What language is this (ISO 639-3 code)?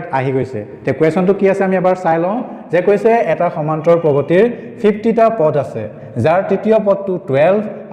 asm